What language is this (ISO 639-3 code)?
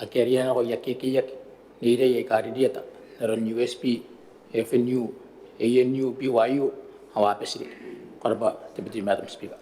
gil